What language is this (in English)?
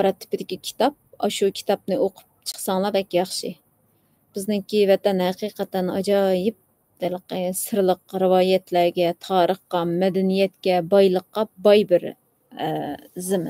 Uyghur